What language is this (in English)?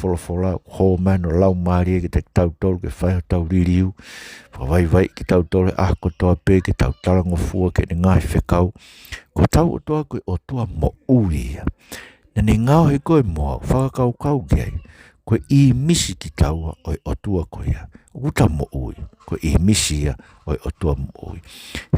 Tongan